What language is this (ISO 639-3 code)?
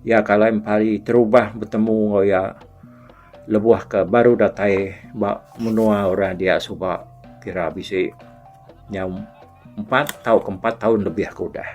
iba